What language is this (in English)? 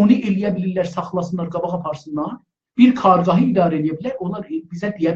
South Azerbaijani